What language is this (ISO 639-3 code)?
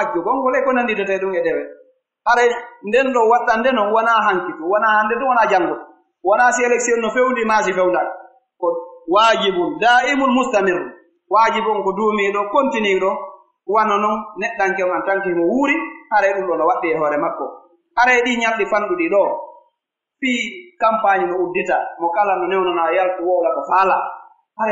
fuf